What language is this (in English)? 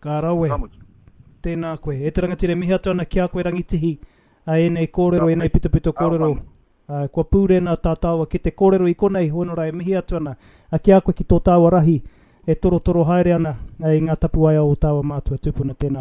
Māori